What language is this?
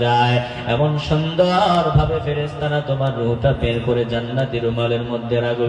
Bangla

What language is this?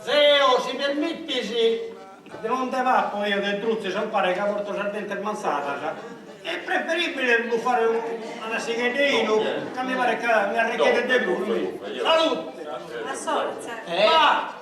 Sardinian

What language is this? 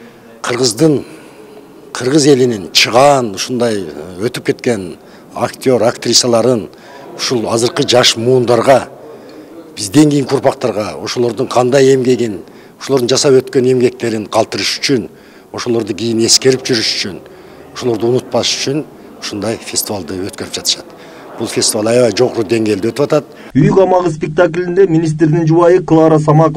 Kyrgyz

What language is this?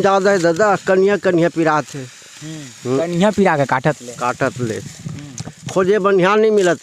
Chhattisgarhi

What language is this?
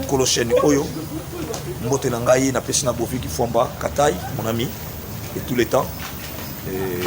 Lingala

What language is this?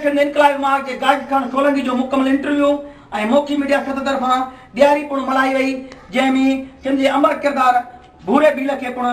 Sindhi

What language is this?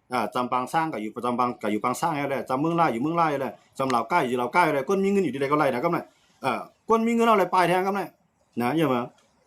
Shan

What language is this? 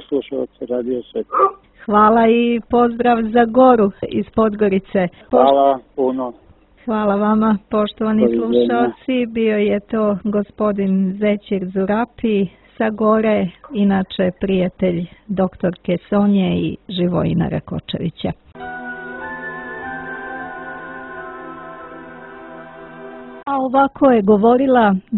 Serbian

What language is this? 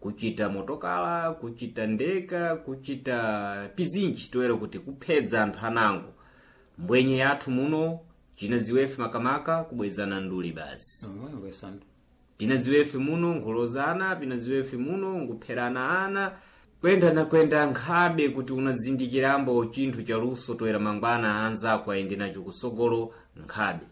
Sena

